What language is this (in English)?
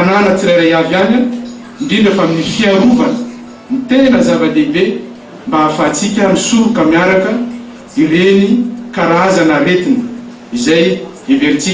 Malagasy